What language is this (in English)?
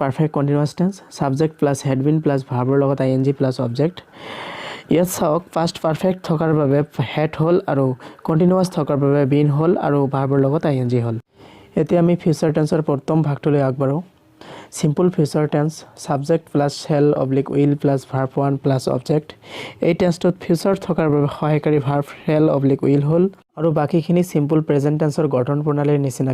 Assamese